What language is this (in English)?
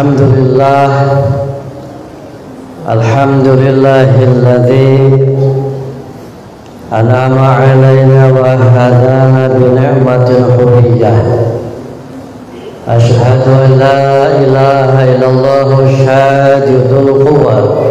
Indonesian